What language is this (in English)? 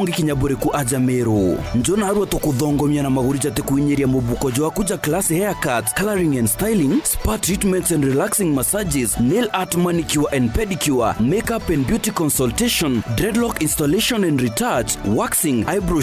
Meru